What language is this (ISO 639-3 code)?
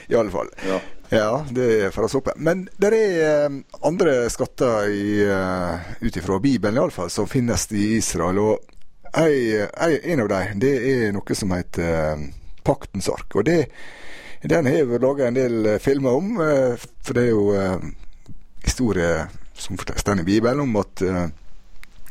nor